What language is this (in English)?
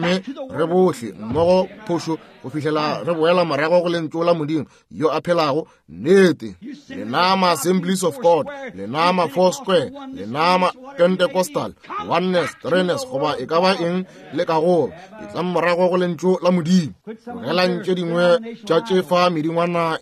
Northern Sotho